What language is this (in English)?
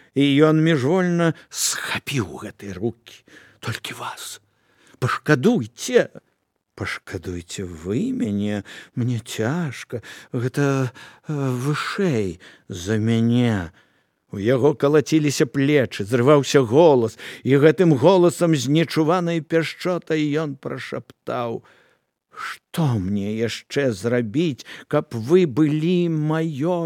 Belarusian